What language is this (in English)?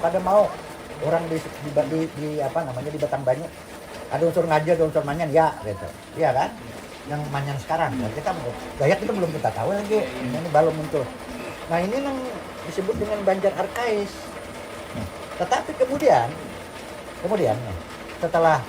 Banjar